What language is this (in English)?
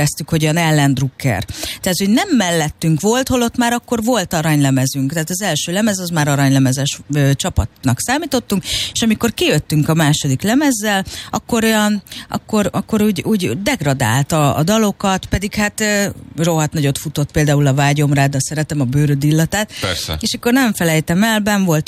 Hungarian